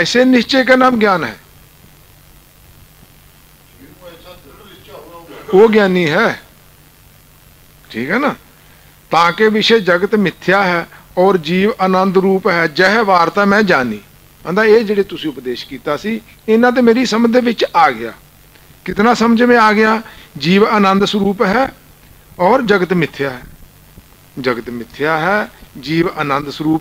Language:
Punjabi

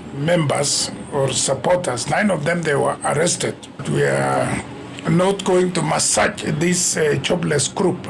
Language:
Gusii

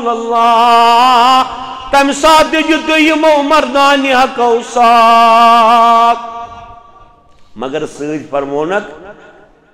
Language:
Kashmiri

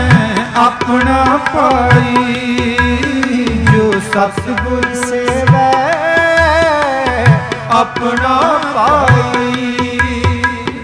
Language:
Punjabi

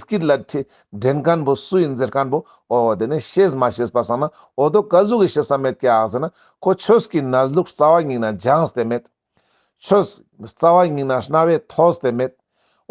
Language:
Ladakhi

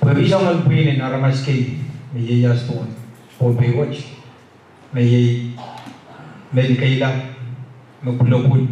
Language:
Pohnpeian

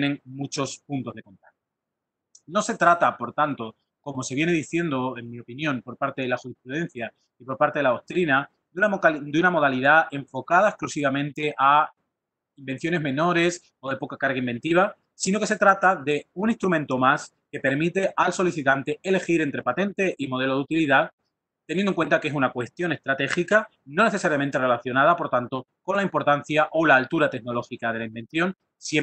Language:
Spanish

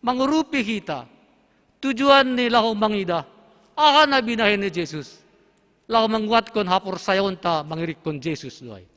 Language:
Batak Simalungun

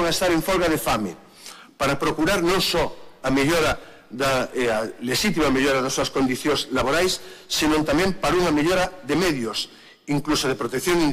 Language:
Galician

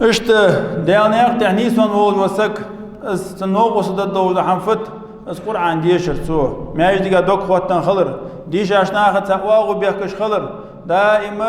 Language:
Ingush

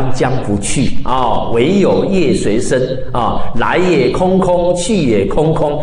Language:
Chinese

